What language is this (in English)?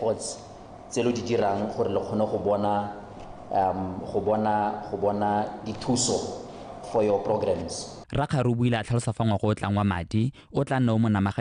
Tswana